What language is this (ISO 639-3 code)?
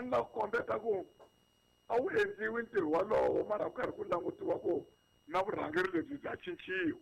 tso